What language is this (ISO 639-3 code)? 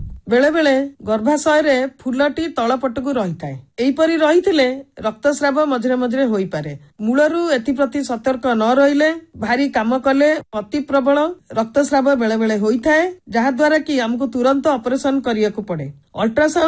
ori